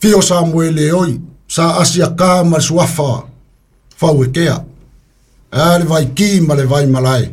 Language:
Samoan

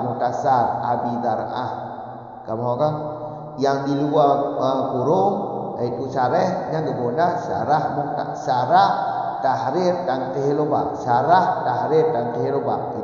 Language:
Malay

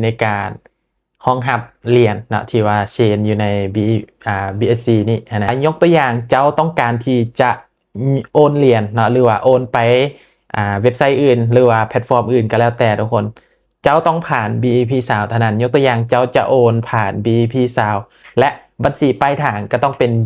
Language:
Lao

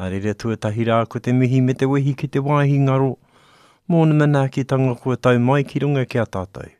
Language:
Māori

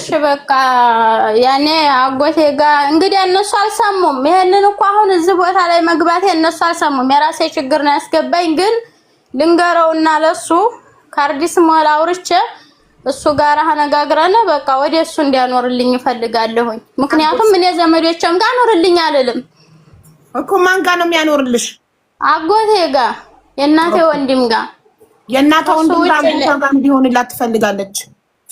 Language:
Amharic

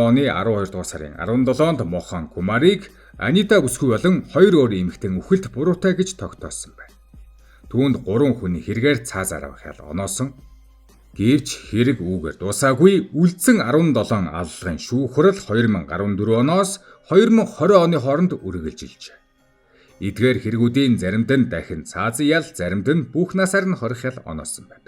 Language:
Mongolian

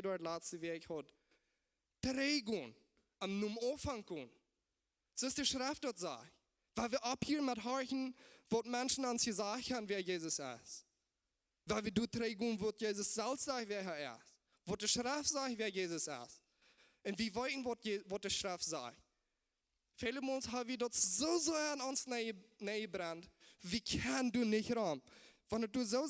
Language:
Plautdietsch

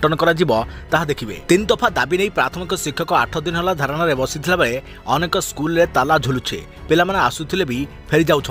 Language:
Odia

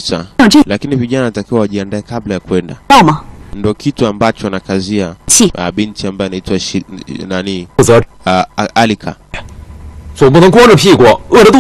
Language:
Swahili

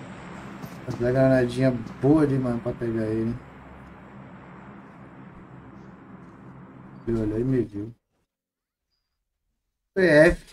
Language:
Portuguese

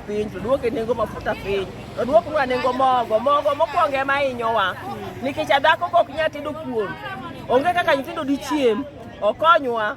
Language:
Luo (Kenya and Tanzania)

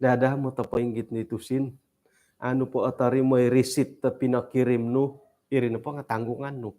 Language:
Central Dusun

